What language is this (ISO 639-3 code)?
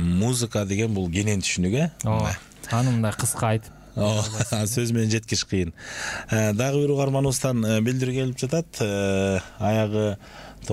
kir